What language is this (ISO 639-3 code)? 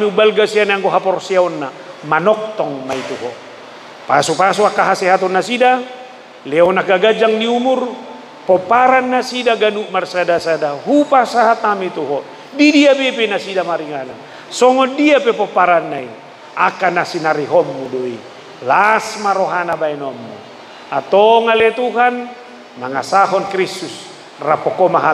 bbc